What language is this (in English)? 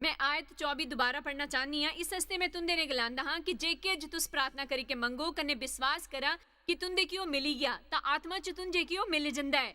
Dogri